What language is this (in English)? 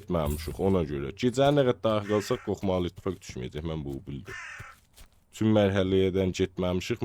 South Azerbaijani